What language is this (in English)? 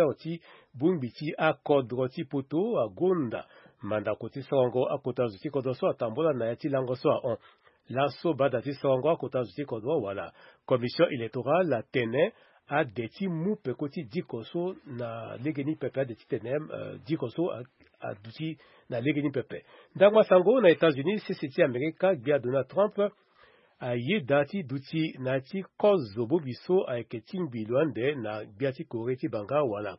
Sango